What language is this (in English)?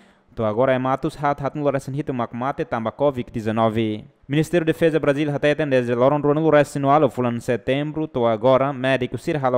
Tetum